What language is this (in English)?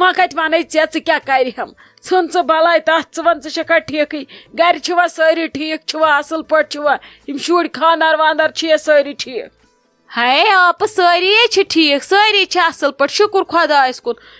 Kashmiri